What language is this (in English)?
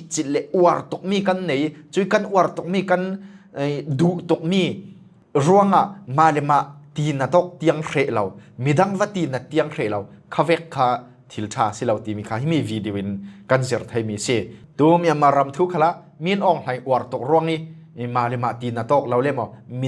Falam Chin